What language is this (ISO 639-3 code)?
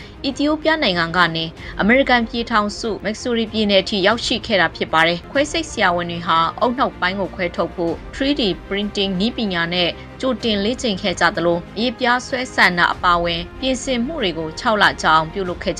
mya